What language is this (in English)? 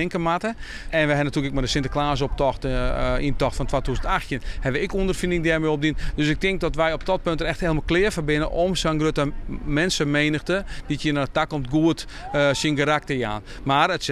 Western Frisian